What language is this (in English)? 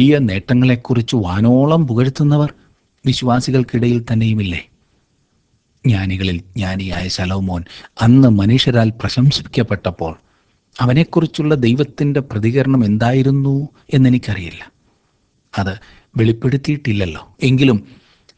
Malayalam